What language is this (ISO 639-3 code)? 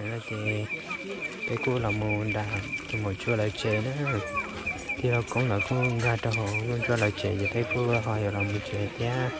hmn